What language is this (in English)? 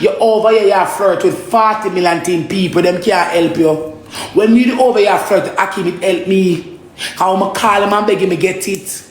Jamaican Creole English